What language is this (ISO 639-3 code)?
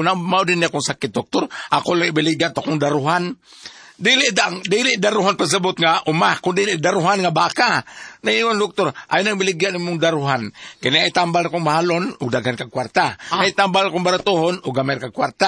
ceb